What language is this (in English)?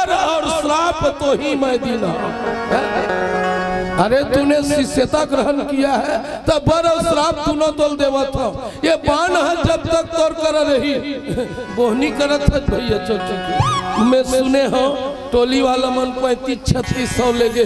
Chhattisgarhi